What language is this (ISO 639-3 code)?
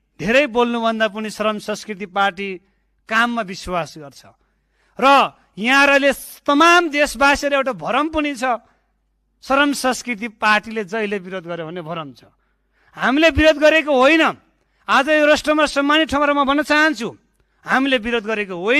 nep